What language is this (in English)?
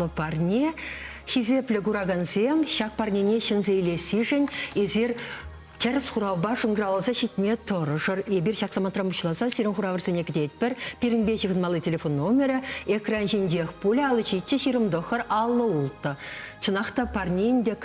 Chuvash